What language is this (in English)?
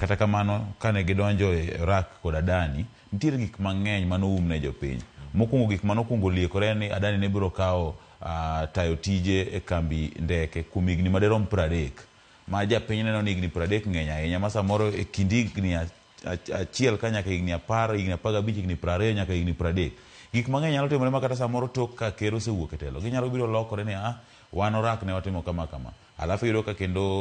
Luo (Kenya and Tanzania)